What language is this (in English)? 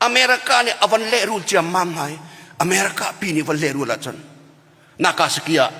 Hakha Chin